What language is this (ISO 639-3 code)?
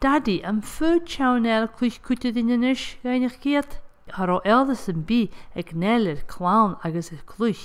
gla